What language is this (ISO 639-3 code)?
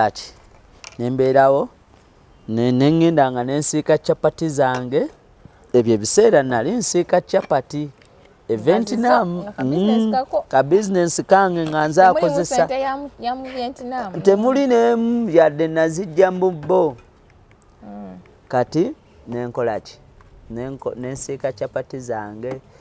lug